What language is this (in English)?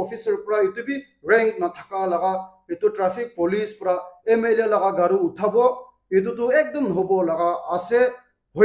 Naga Pidgin